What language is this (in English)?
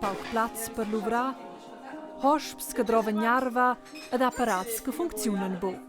Romansh